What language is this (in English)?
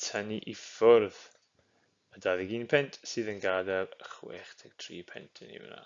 Welsh